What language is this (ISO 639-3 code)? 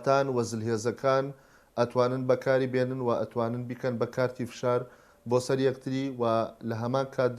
ckb